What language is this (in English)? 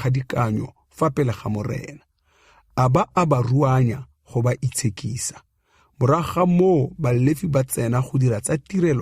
Tswana